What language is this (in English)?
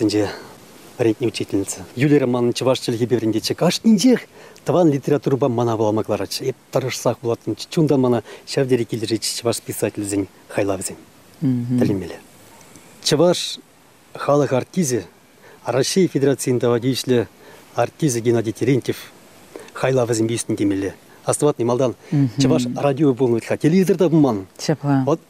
Chuvash